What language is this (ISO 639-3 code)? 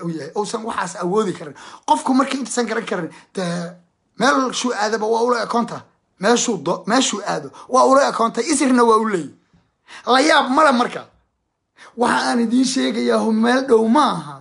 som